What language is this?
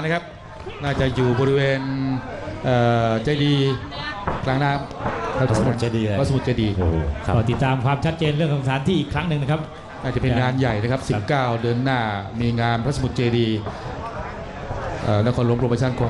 Thai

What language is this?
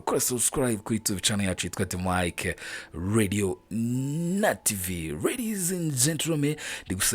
Kinyarwanda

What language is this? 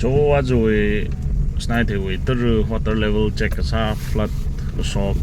Tangkhul Naga (India)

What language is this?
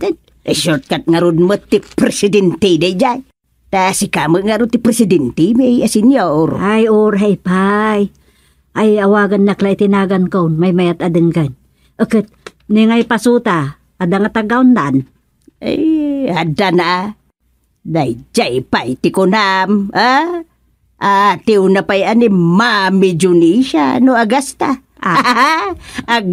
Iloko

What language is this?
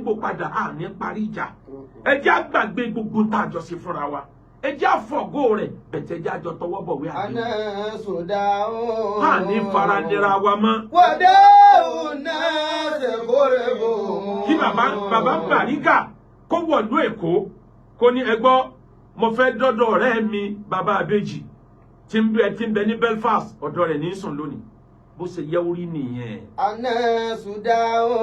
Yoruba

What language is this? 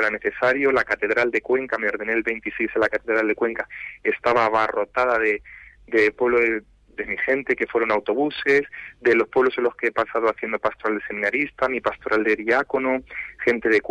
Spanish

